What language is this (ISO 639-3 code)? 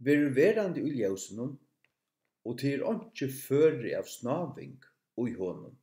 fao